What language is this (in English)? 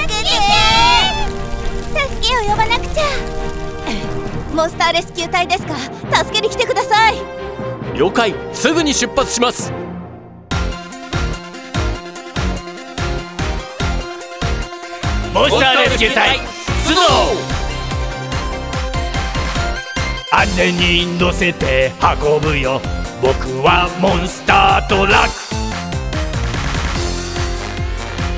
Japanese